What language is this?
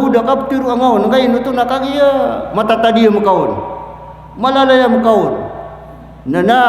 Maranao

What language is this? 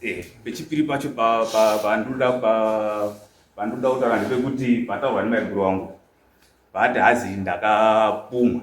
Shona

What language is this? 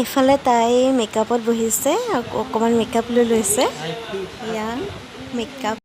Assamese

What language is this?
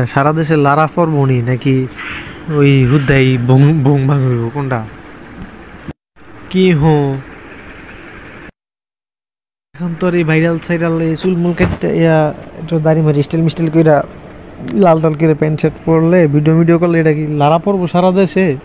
Bangla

